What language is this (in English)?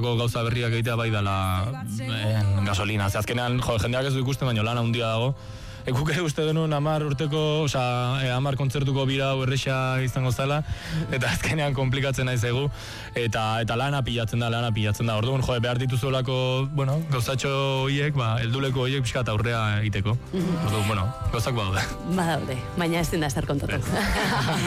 Basque